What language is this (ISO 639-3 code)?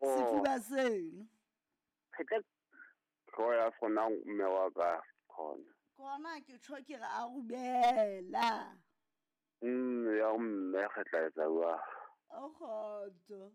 sot